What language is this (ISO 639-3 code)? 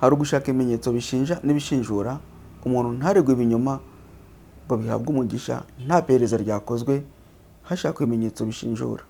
kin